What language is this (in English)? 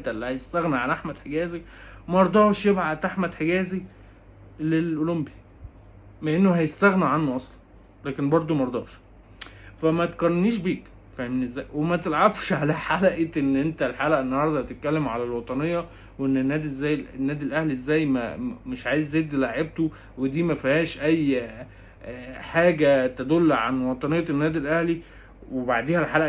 Egyptian Arabic